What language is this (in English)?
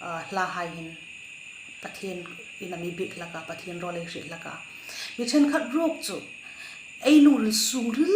Hmar